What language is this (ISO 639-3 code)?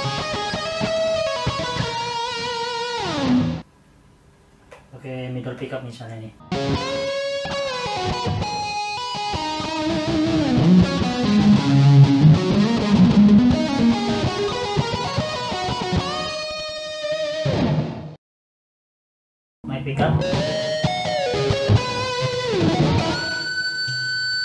ind